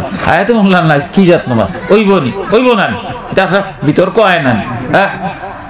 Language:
Sylheti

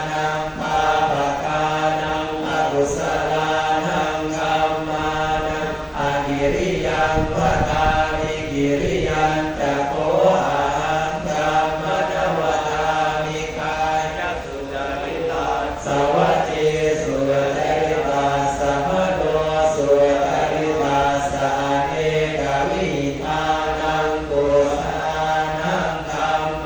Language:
Pali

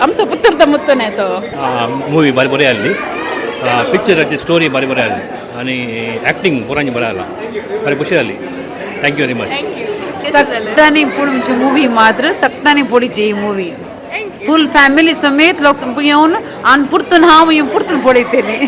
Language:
Konkani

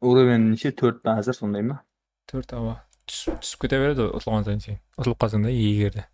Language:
Kara-Kalpak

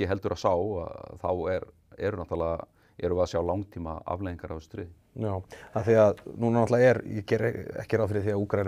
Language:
Icelandic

